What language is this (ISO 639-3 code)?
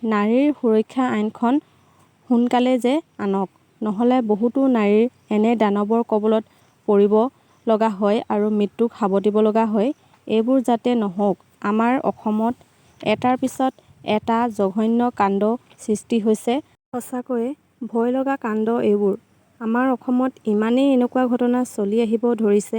asm